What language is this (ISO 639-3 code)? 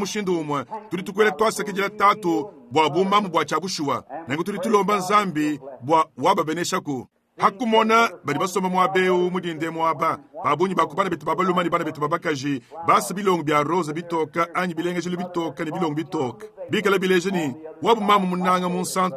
lua